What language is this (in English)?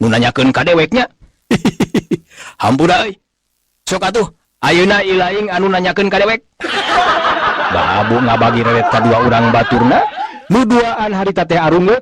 Sundanese